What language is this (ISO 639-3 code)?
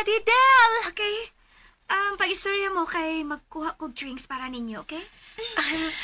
ceb